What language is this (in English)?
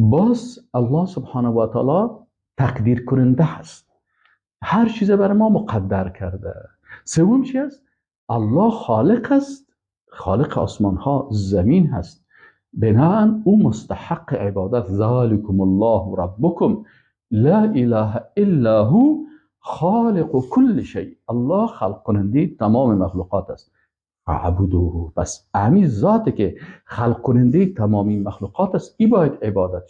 Persian